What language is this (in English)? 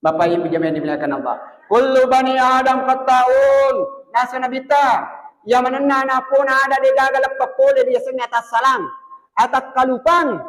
Buginese